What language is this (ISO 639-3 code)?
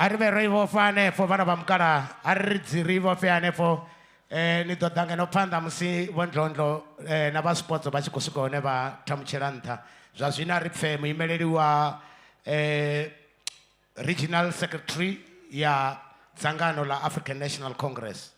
ven